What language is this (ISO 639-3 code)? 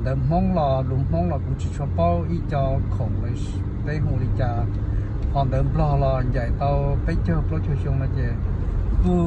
hmn